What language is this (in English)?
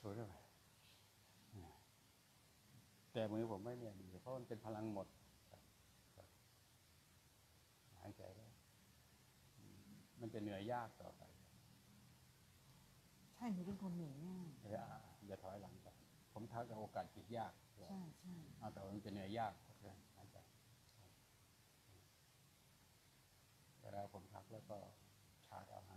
Thai